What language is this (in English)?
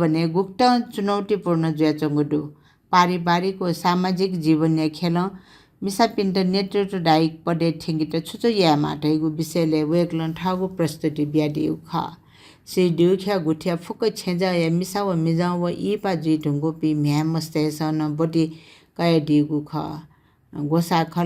Newari